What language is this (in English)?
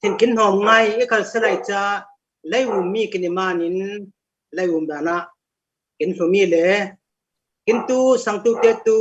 Falam Chin